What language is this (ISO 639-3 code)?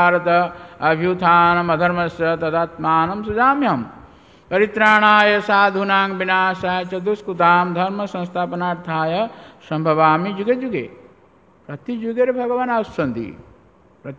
ori